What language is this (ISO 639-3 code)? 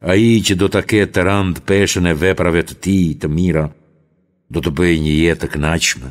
sqi